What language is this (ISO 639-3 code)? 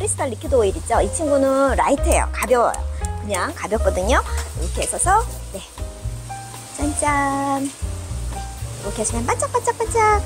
kor